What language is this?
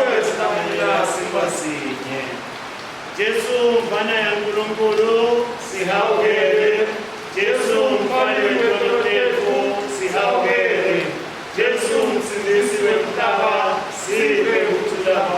Swati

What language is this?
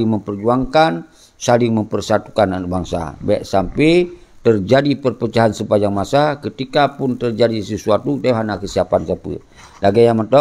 Achinese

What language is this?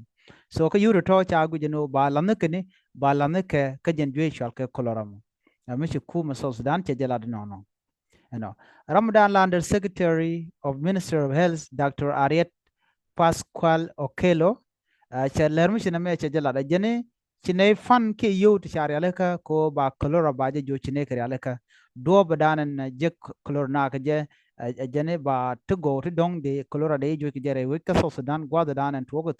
Nuer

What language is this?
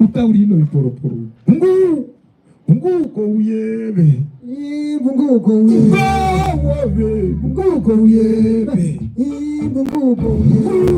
Herero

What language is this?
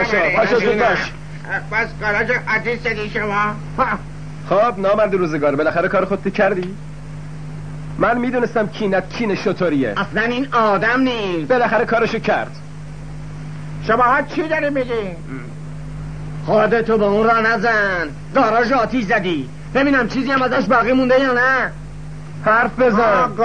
Persian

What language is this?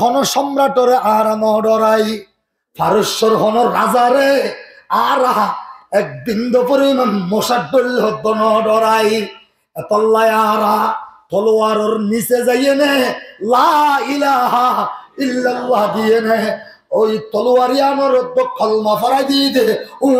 Rohingya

